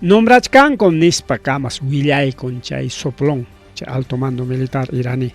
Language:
Ayacucho Quechua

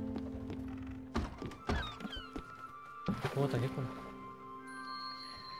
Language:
Korean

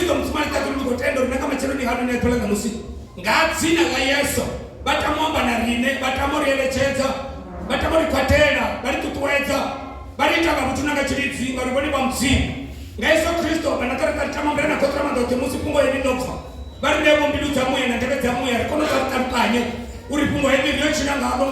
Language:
Venda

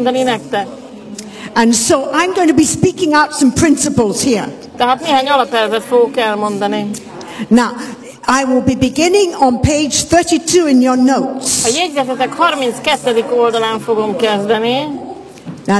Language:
Hungarian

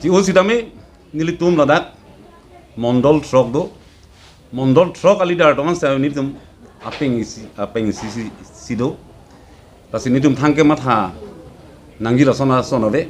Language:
Karbi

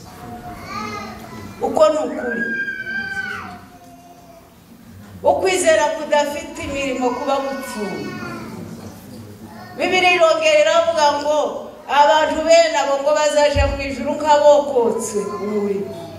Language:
Kinyarwanda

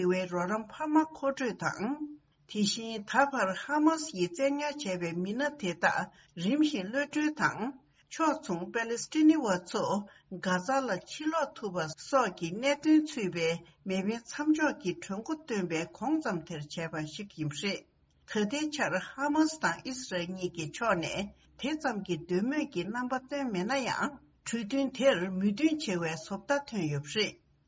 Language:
Tibetan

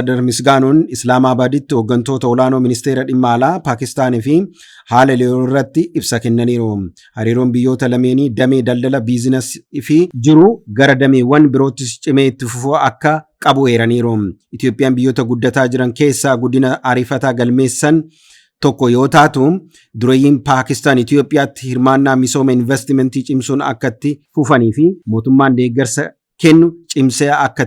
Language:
Oromo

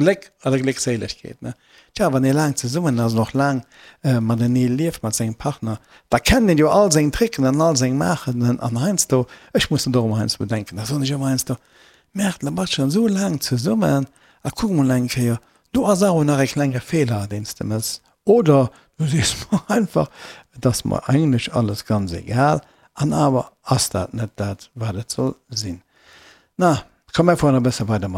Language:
Luxembourgish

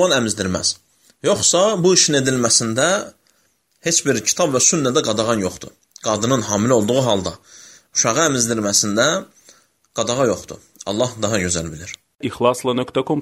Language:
Azerbaijani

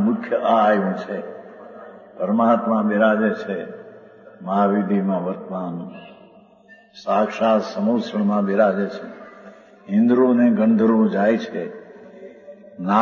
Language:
Gujarati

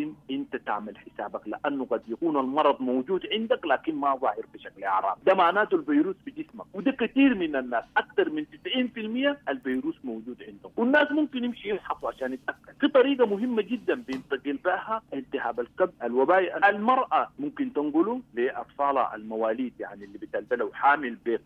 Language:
Sudanese Arabic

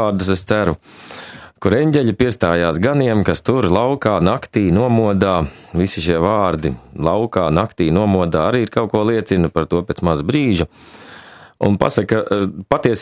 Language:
Latvian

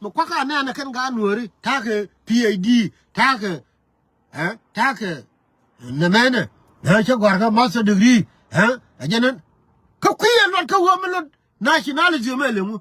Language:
Nuer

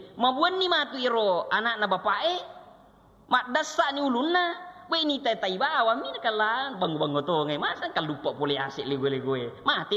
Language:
Buginese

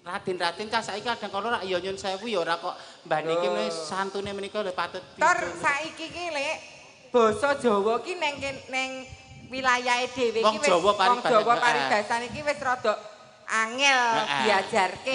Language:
Javanese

